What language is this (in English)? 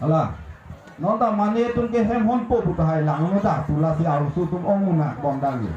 Karbi